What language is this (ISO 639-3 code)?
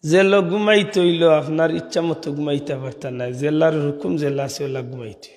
syl